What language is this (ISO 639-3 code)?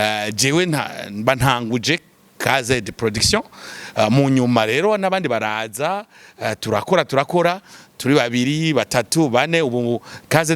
run